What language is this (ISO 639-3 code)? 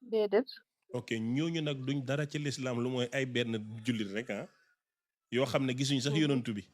wol